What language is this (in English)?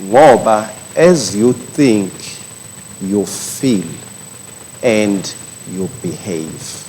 Swati